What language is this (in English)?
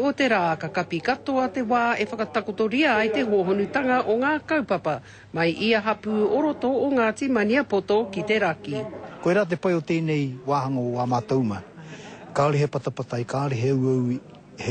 Māori